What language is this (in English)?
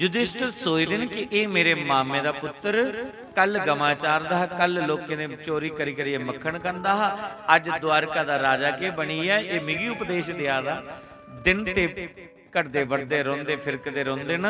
Dogri